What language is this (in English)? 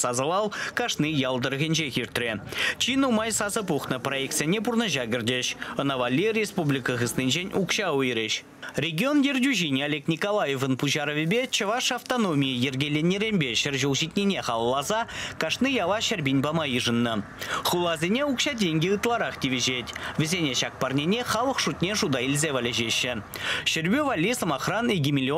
Chuvash